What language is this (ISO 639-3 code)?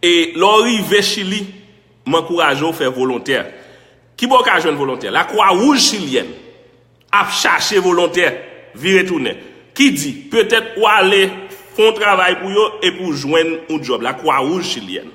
hat